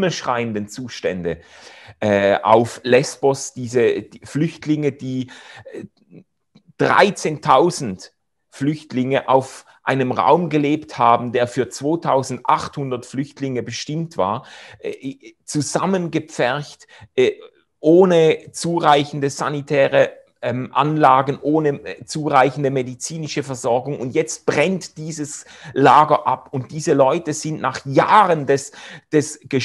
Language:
Swiss German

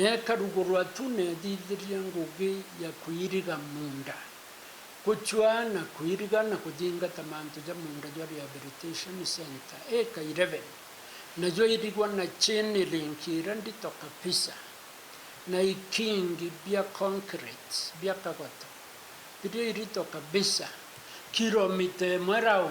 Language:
Meru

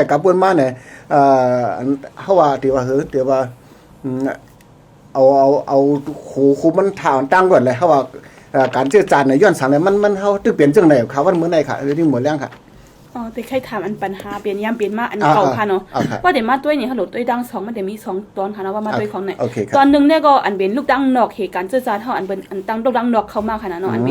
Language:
Shan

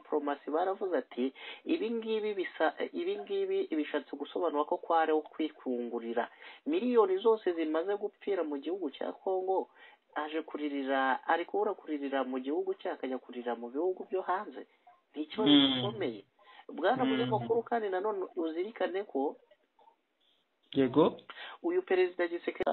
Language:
Kinyarwanda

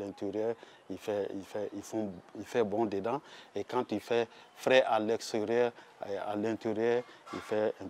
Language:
French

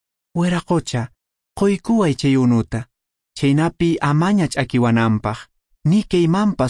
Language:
Quechua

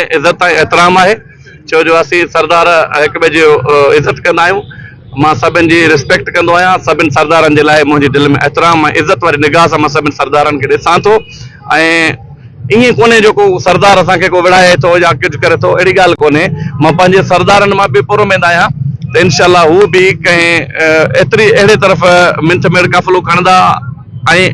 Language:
Sindhi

